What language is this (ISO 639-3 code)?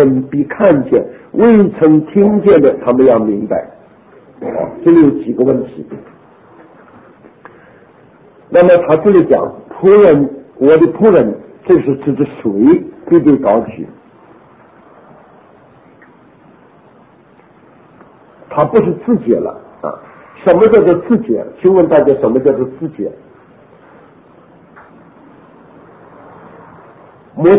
zho